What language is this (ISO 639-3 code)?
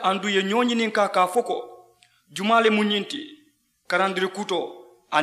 man